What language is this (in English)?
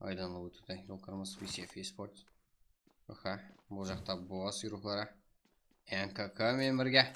Kara-Kalpak